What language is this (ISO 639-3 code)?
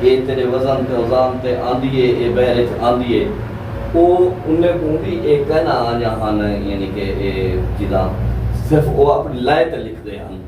skr